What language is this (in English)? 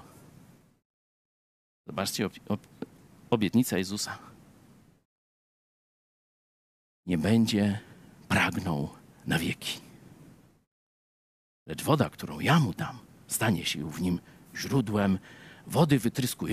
Polish